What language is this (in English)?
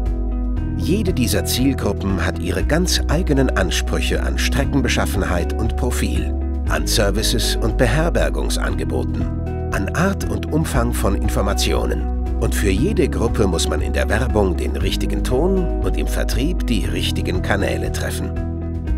German